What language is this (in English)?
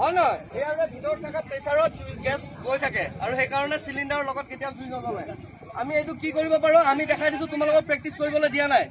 Assamese